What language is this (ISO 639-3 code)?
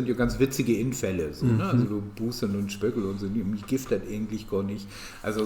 nds